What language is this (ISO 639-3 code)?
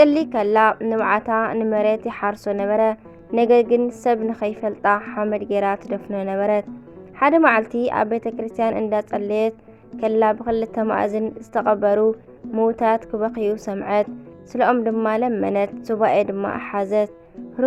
tir